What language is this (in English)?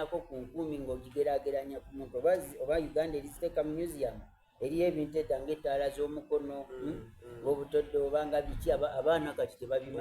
Soga